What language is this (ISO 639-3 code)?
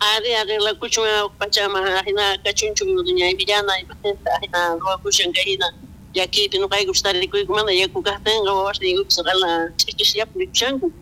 quh